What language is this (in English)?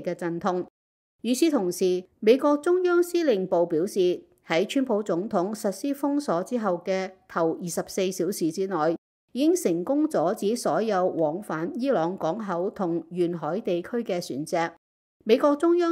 Cantonese